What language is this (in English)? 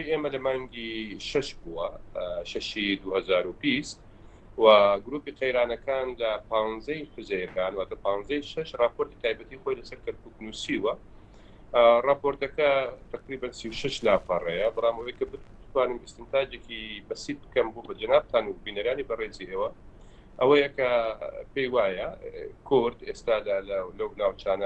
Central Kurdish